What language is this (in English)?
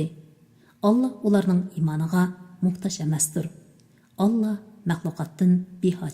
Uyghur